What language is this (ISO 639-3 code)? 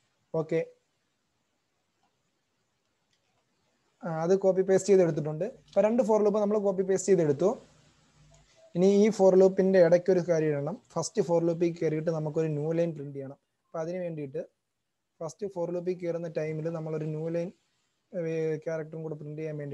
mal